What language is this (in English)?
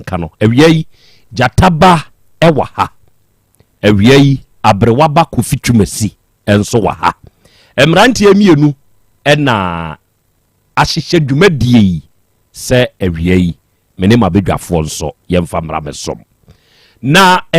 Akan